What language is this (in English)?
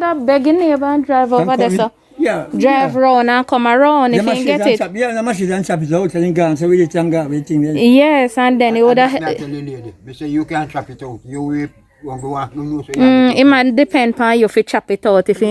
Jamaican Creole English